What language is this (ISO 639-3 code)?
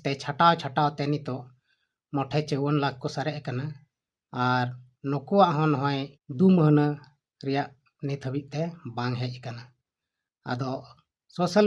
sat